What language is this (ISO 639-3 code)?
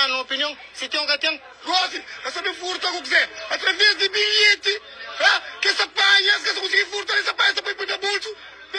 kea